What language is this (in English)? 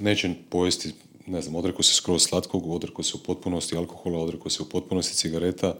Croatian